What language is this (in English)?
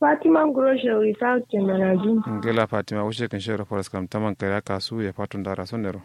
Kanuri